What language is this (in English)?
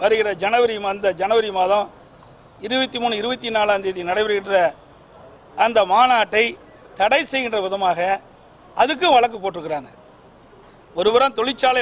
Tamil